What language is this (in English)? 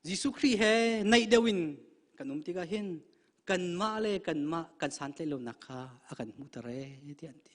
Hakha Chin